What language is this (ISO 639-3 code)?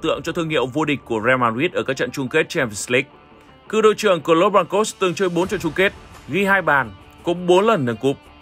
vie